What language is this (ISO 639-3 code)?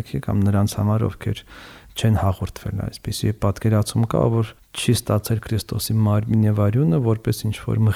hye